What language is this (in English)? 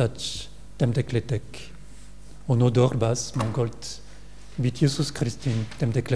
Mongolian